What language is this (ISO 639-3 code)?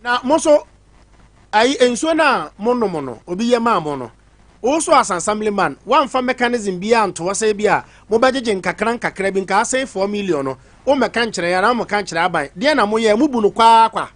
aka